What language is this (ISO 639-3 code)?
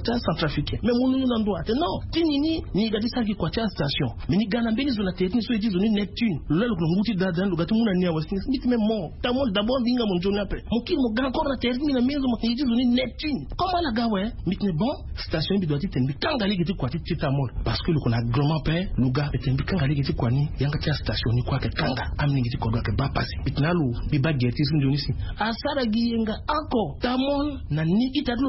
sag